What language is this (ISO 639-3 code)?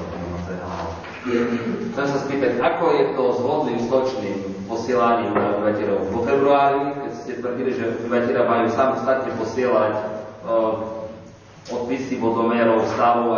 slk